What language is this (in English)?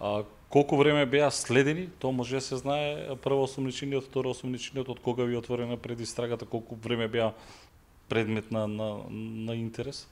Macedonian